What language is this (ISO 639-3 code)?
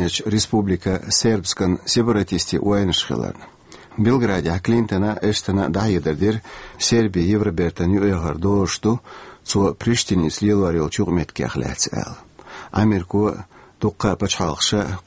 che